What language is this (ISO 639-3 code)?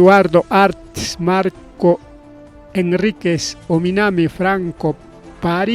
quy